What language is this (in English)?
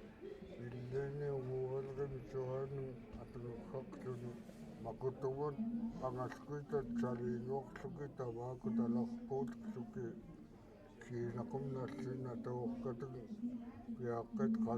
Central Yupik